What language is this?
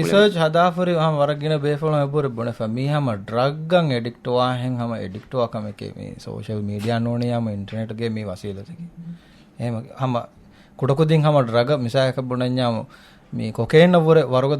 Divehi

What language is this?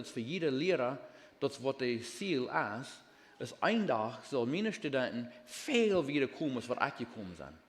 Plautdietsch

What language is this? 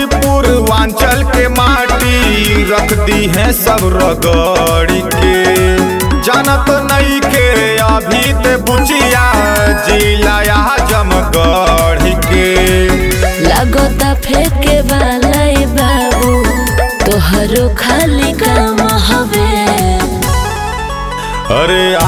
Bhojpuri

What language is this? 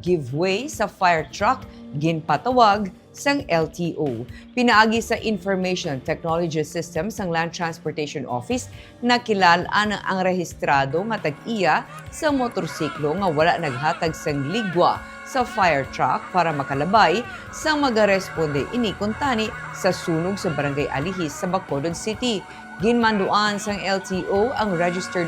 Hiligaynon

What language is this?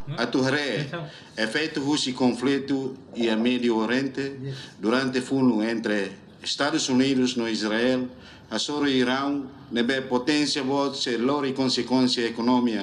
Tetum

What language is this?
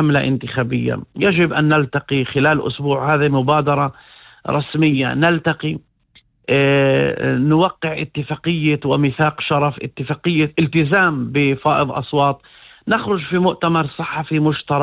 Arabic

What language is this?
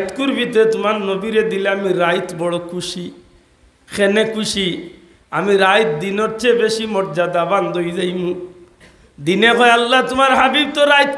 Sylheti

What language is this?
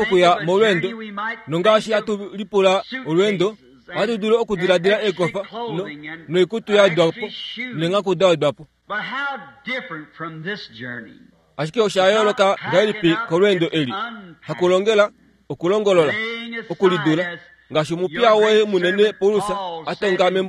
Kuanyama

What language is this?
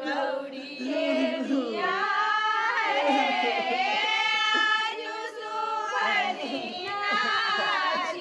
Maithili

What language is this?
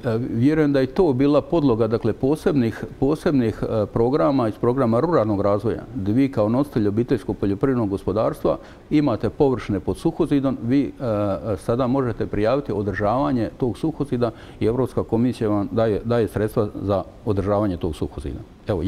Croatian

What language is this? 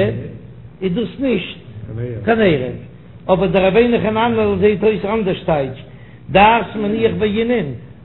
Yiddish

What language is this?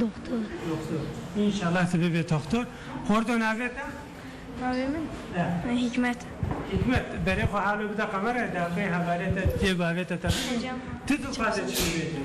Kurdish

